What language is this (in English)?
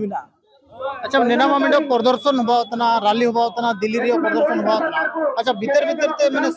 Santali